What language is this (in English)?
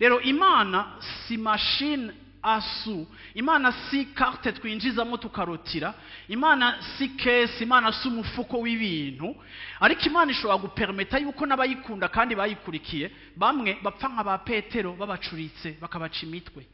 Rundi